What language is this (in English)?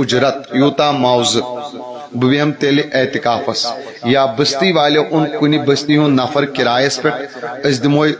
Kashmiri